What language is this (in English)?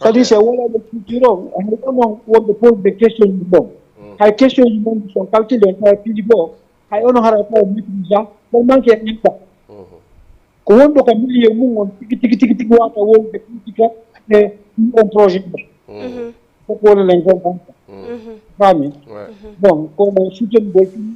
Fula